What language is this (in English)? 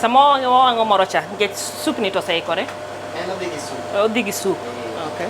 Luo (Kenya and Tanzania)